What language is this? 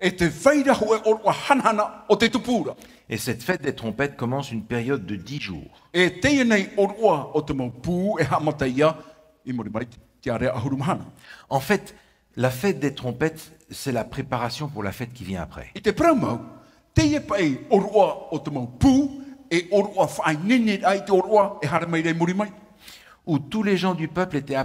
Tahitian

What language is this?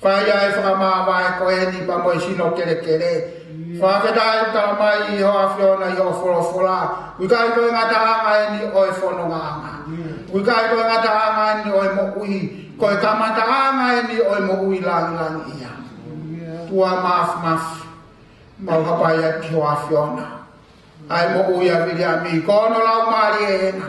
Tongan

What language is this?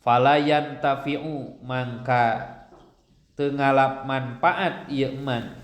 Sundanese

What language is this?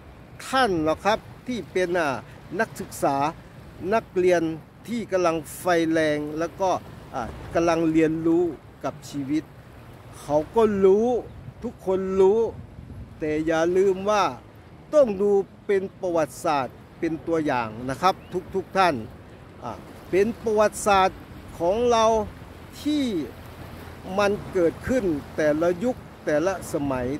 Thai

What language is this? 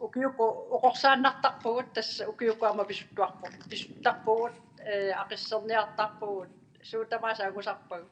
Kalaallisut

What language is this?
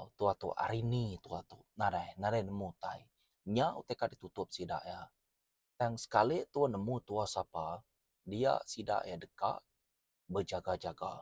Iban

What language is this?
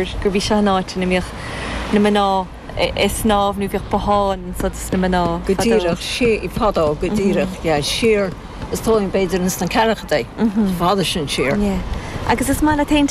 Irish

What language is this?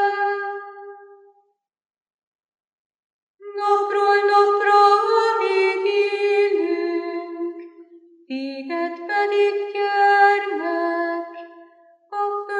Hungarian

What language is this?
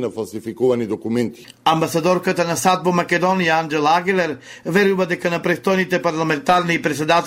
Macedonian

